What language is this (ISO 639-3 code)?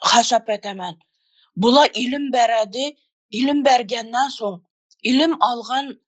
tuk